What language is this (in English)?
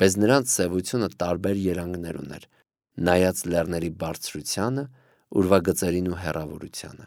Armenian